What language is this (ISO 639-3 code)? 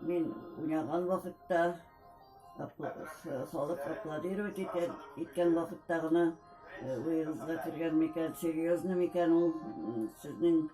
tat